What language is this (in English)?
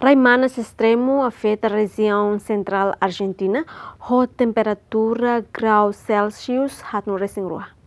Tetum